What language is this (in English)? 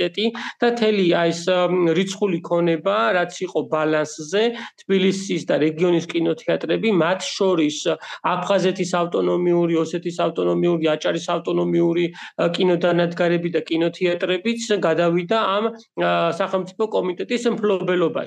Georgian